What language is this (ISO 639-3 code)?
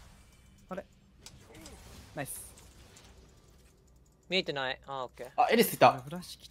jpn